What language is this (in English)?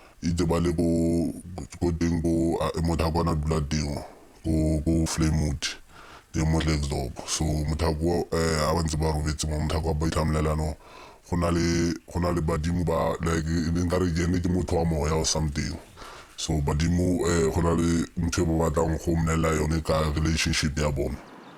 Tswana